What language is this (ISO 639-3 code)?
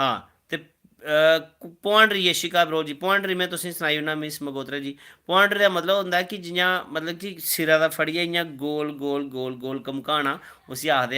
doi